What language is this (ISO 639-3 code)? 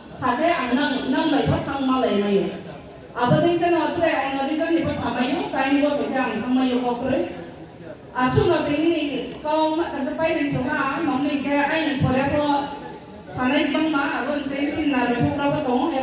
ria